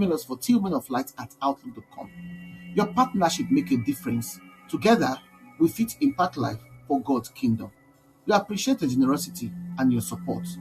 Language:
Nigerian Pidgin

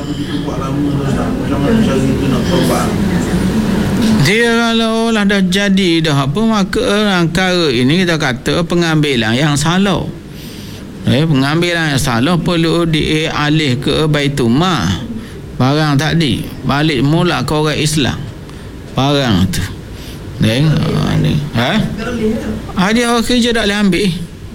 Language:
Malay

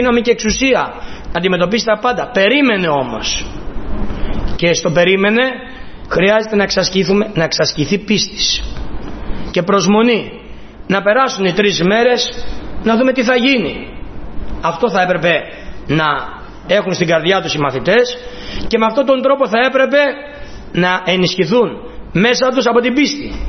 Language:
Greek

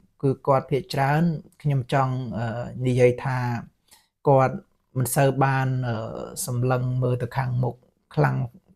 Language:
Khmer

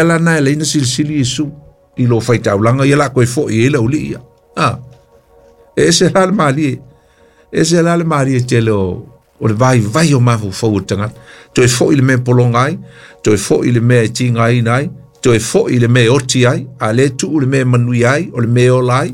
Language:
Samoan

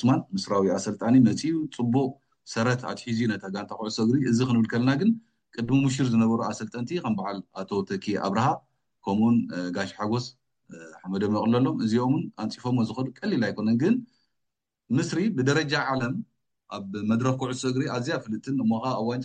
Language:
Tigrinya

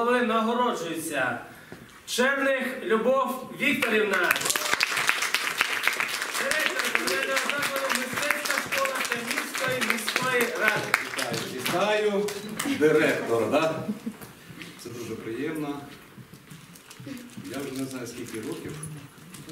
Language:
Ukrainian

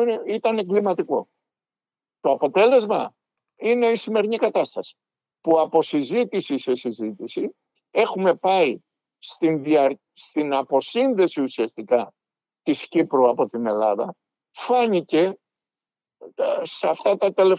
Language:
Greek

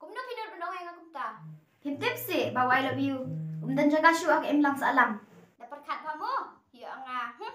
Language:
Khasi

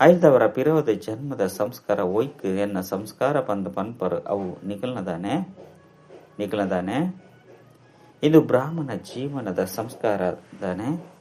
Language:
Tulu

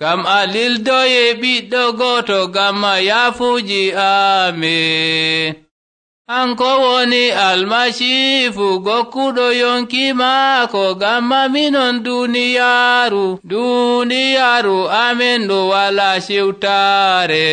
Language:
Nigerian Fulfulde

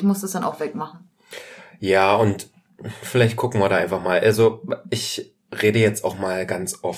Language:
German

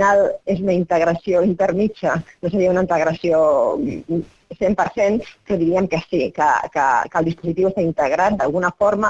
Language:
Catalan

